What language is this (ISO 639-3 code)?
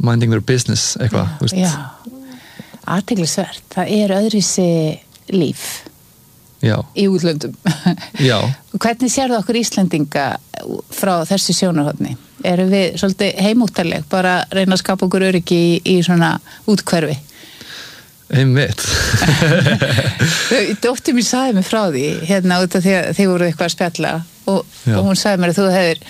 isl